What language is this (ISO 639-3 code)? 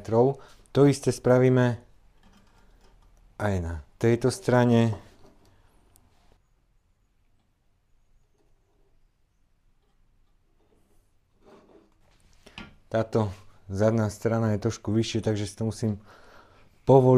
slk